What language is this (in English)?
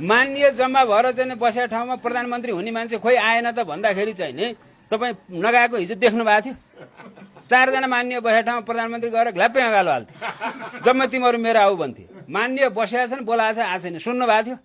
Nepali